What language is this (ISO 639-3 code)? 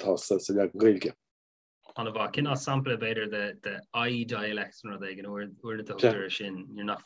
gle